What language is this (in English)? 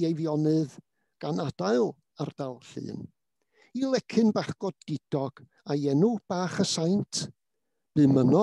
Welsh